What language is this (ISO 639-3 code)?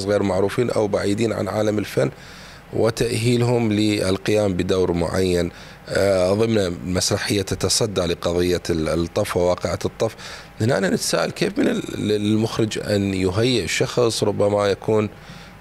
acm